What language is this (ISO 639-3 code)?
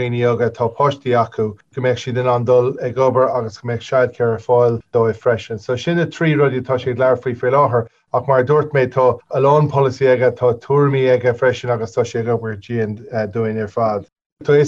gle